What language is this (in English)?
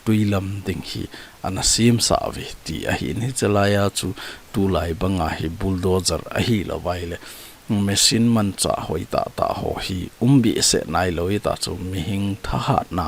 Thado Chin